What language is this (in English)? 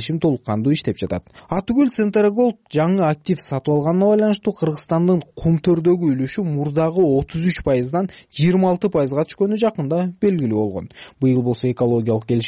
Kyrgyz